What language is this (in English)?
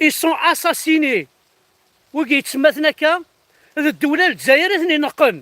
Kabyle